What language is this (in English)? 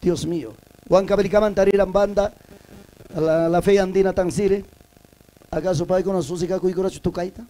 Ayacucho Quechua